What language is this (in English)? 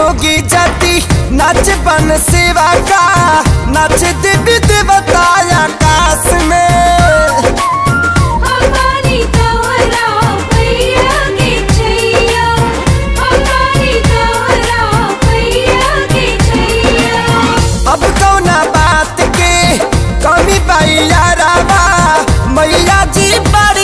Bhojpuri